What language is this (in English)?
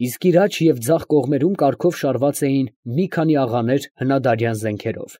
Armenian